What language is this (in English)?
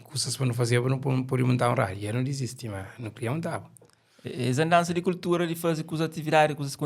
Kabuverdianu